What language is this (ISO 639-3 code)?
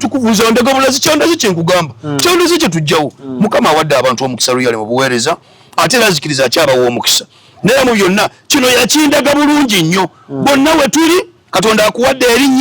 lug